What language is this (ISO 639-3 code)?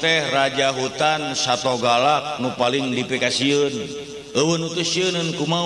sun